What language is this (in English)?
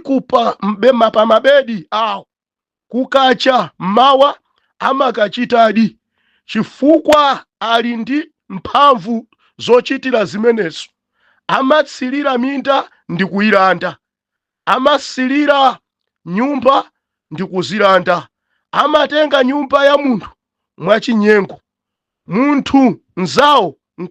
Nyanja